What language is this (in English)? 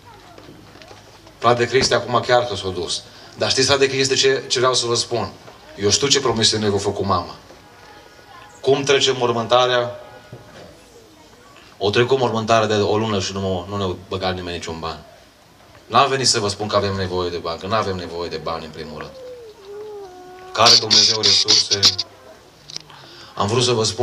Romanian